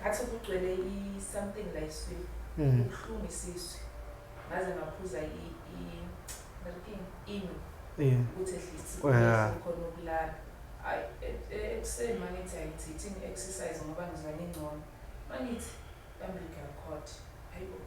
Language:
Zulu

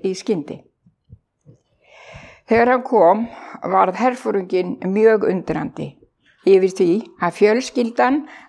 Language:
Icelandic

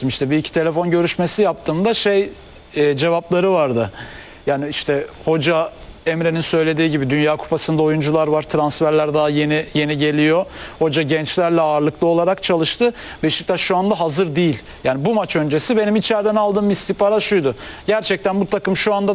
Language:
Turkish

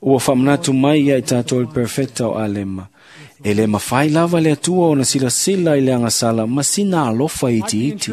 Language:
Samoan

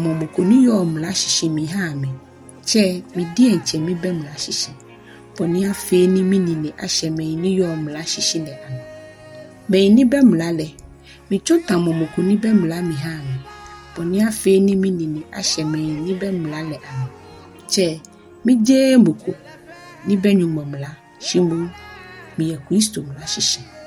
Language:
Ga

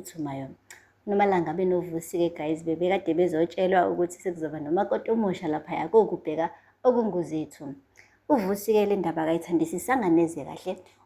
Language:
Zulu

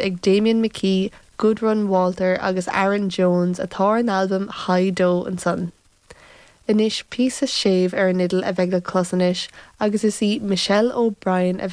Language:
Irish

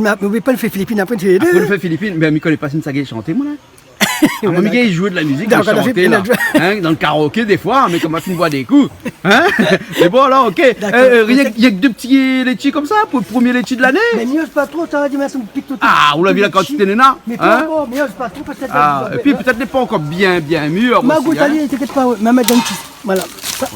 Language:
Réunion Creole French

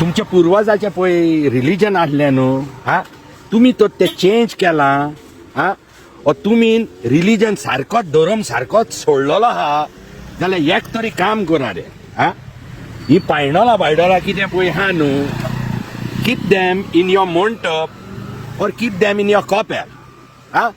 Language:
Konkani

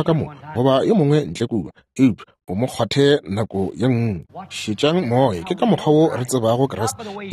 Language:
Northern Sotho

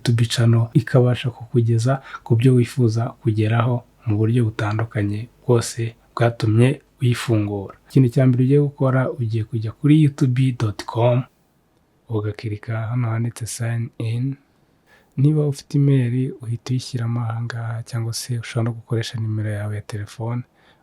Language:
Kinyarwanda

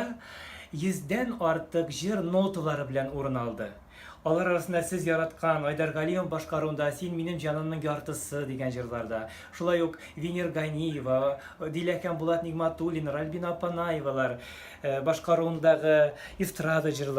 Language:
Tatar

